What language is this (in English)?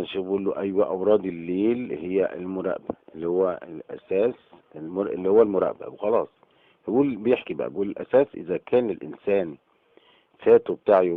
Egyptian Arabic